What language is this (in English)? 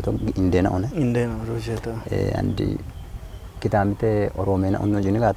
Kafa